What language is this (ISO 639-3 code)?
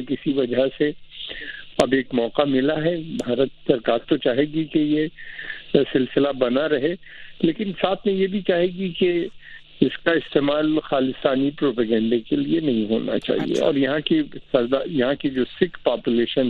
urd